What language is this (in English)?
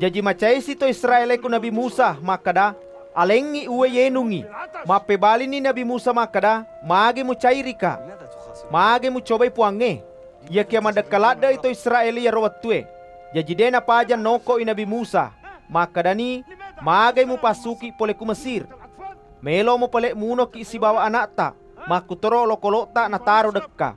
Buginese